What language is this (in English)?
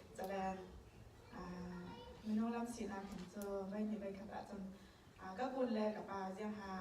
Falam Chin